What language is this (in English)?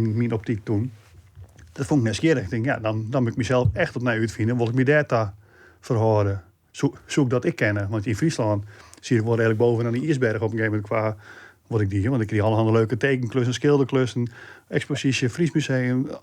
Western Frisian